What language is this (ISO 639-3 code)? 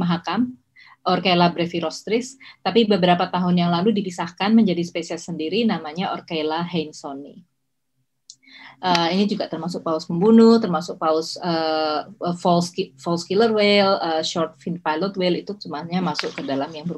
ind